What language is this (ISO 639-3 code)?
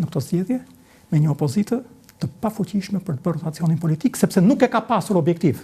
sqi